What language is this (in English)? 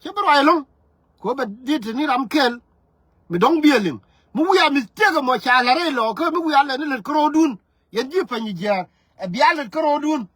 Nuer